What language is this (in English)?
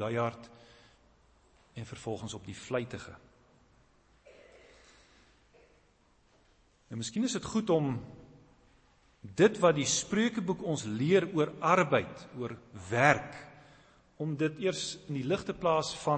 Afrikaans